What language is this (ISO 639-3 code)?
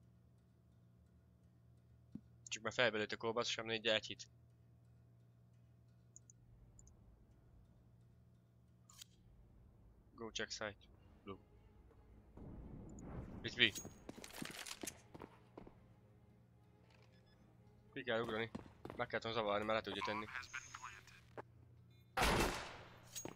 hun